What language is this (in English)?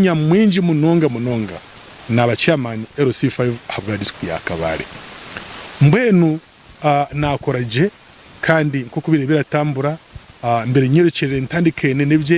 Nyankole